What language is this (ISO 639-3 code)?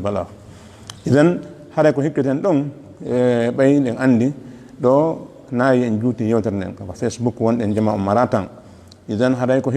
ful